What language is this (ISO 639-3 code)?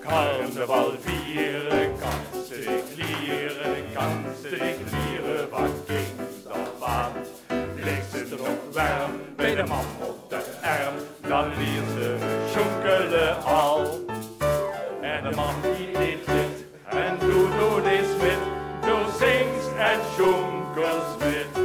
lim